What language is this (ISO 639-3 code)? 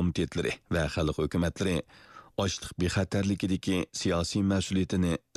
uig